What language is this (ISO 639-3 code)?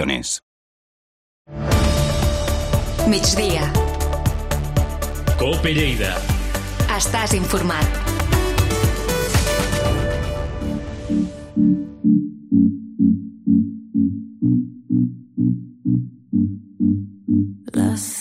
cat